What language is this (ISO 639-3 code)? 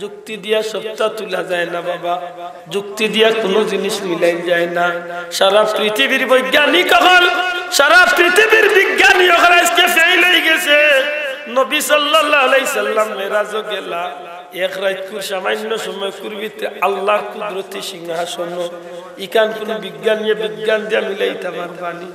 syl